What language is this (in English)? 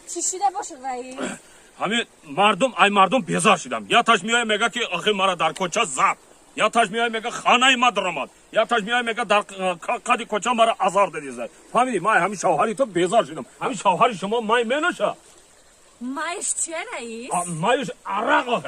Tajik